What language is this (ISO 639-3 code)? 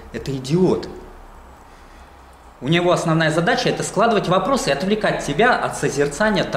rus